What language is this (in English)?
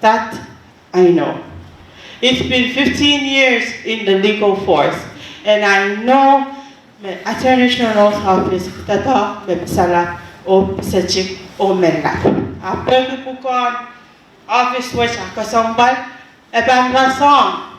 Pohnpeian